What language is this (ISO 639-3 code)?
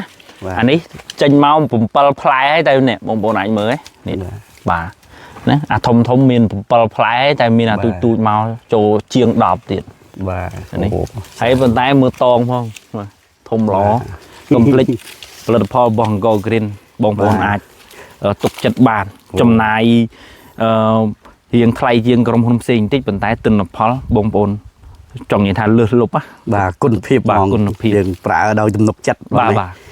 khm